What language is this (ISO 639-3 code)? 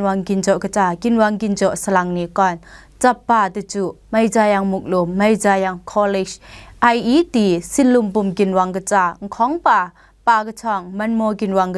kac